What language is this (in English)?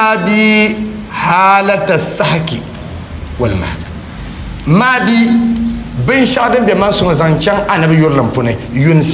Dagbani